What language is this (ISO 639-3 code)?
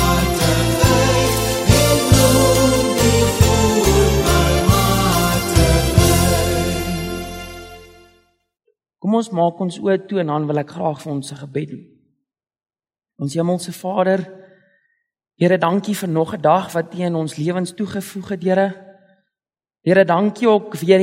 afr